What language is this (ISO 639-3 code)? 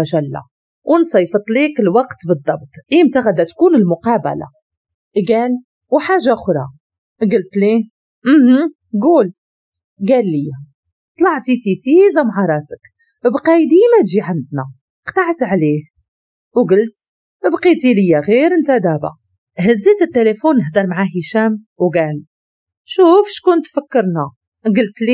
ary